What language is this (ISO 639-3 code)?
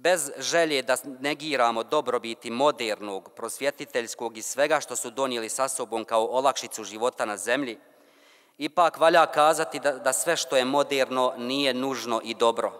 bos